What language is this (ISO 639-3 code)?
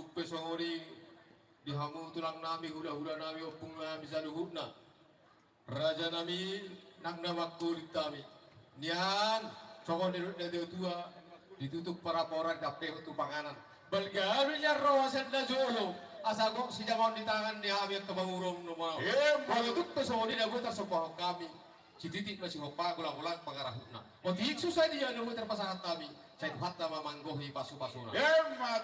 bbc